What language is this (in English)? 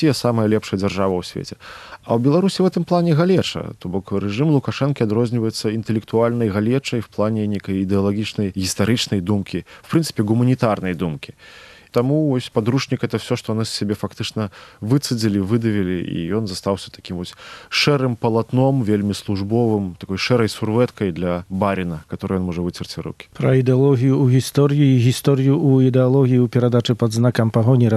Belarusian